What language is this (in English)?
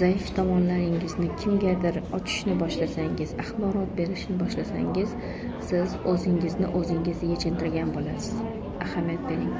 Uzbek